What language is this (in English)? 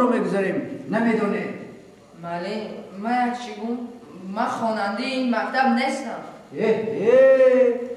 Tajik